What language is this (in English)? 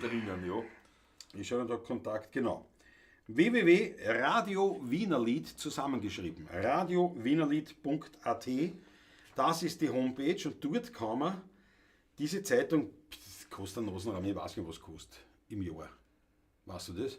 Bavarian